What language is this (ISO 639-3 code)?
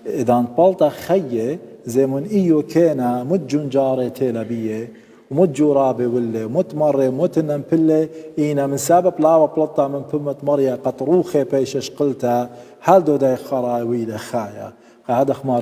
aii